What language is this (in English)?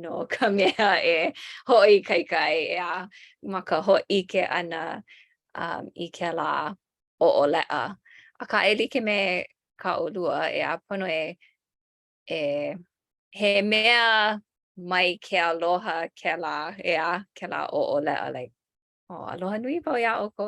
Hawaiian